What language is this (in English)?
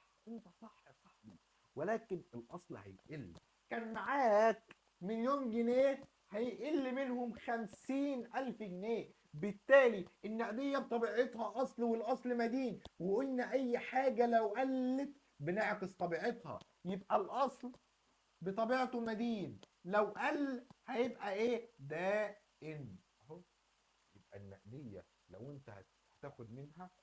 Egyptian Arabic